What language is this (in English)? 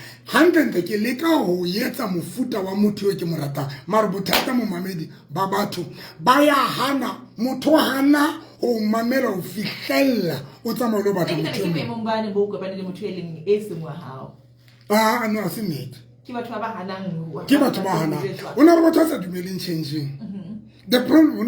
Southern Sotho